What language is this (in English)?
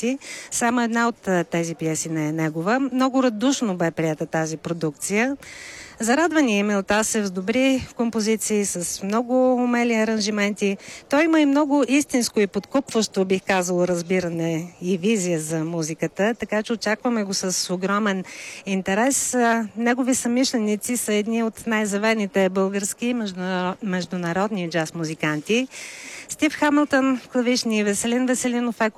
Bulgarian